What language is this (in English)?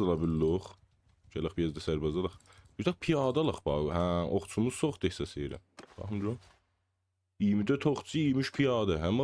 South Azerbaijani